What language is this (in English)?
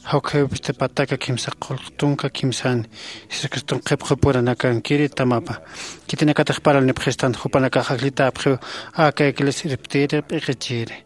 Aymara